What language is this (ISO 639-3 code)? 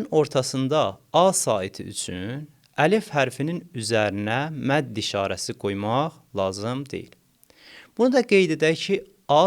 aze